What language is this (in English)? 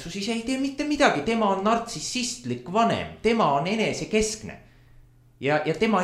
Estonian